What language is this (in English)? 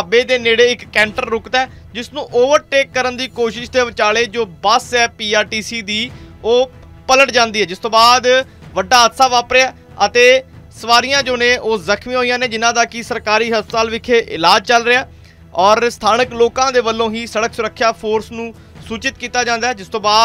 Punjabi